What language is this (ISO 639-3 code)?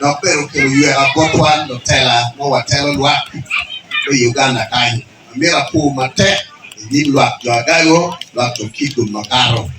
ach